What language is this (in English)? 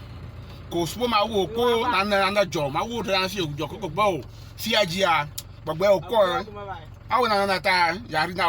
Ewe